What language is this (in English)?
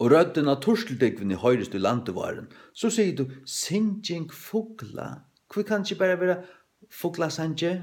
Faroese